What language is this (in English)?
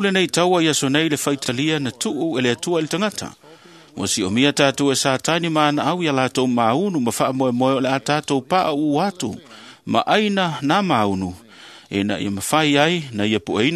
Samoan